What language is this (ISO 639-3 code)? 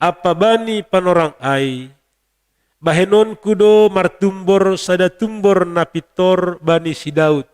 bts